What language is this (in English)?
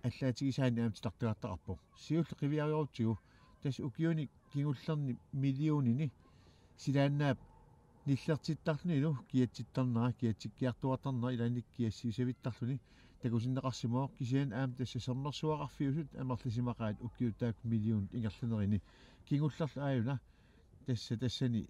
Kalaallisut